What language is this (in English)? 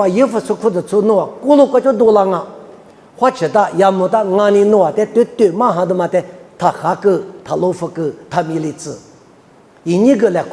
Lisu